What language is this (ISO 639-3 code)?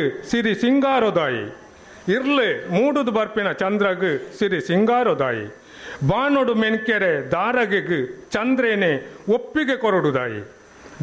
tcy